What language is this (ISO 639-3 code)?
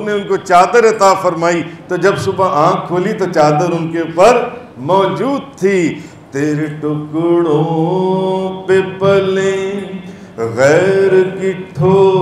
urd